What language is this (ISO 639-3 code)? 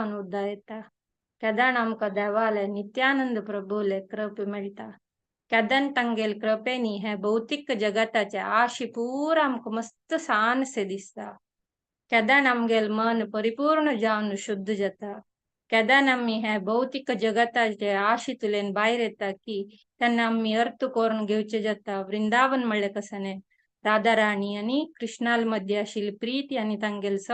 kok